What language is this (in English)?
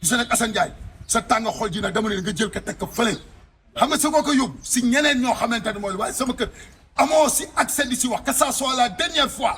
Wolof